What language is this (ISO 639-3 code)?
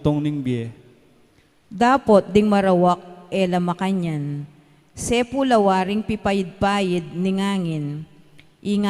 pam